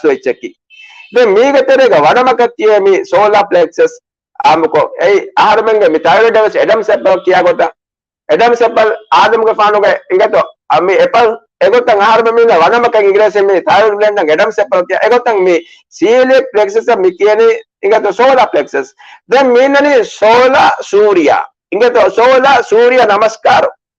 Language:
Divehi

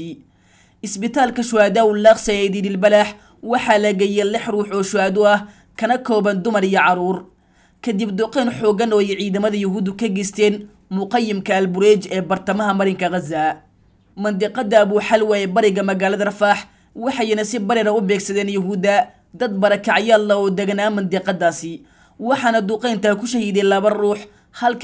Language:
Somali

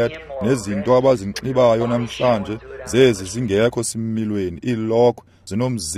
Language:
Xhosa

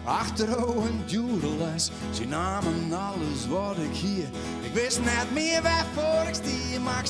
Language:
Western Frisian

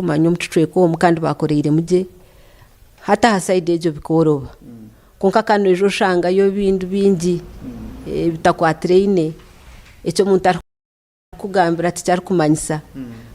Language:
Nyankole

